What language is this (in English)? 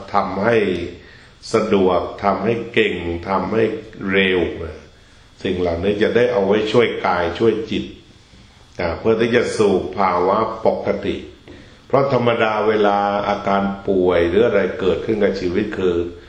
Thai